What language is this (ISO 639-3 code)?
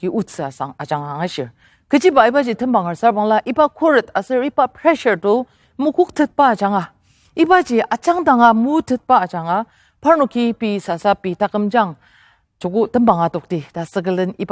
njo